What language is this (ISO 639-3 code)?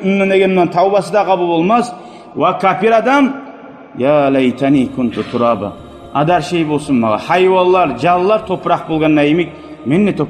kum